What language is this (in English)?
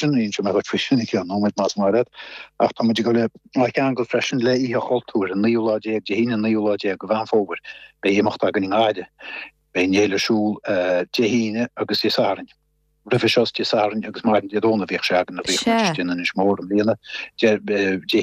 Irish